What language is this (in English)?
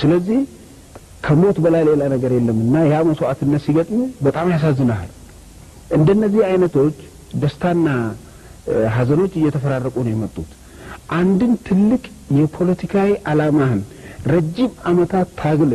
Amharic